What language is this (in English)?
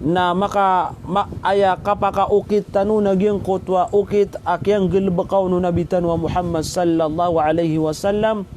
Maranao